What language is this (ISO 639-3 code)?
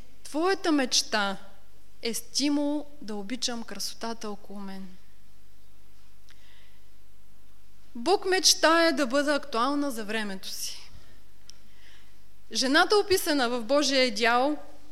bul